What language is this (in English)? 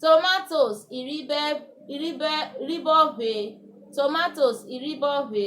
Urhobo